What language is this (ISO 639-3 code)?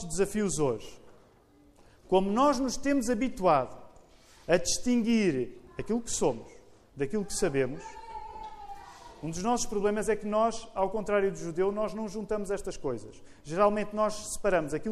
por